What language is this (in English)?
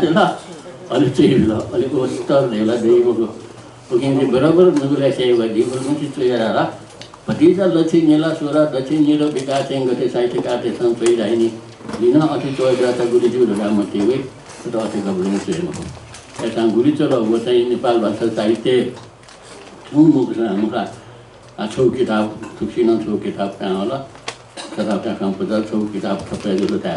Newari